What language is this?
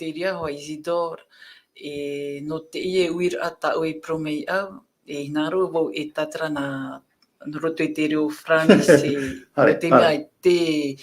Tahitian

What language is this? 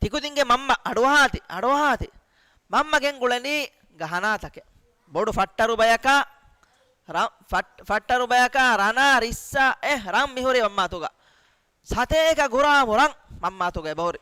Divehi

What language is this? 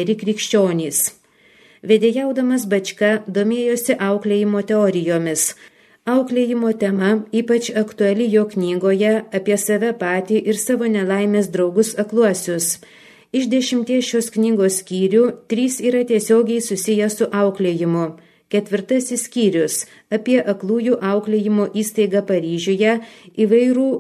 Lithuanian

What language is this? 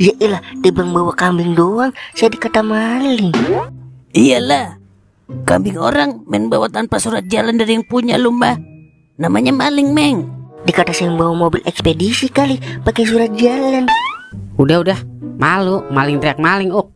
Betawi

